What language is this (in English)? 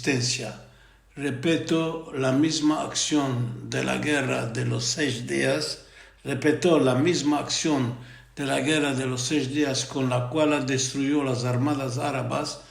Ladino